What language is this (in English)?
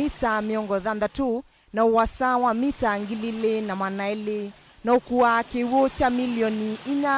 Kamba